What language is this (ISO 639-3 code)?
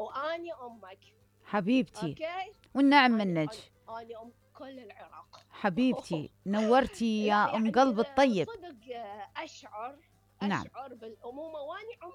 acm